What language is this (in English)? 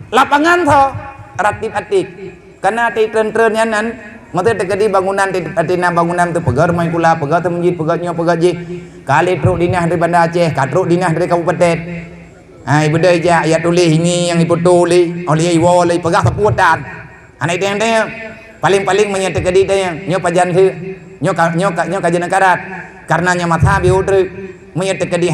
Achinese